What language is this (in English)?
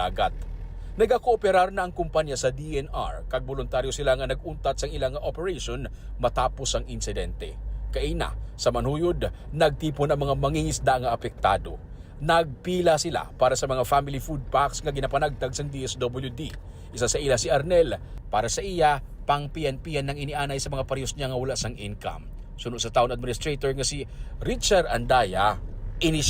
Hiligaynon